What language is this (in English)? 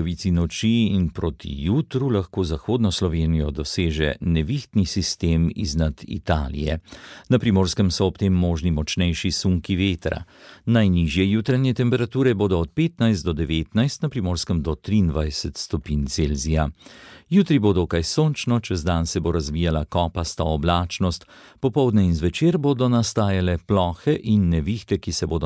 Slovenian